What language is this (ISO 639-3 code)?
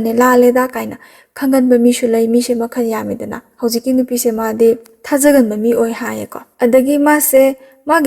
mni